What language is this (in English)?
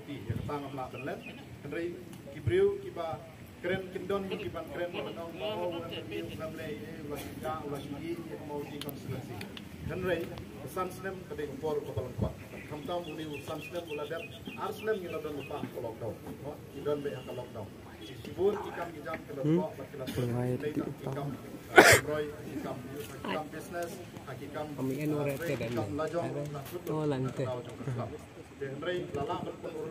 Khasi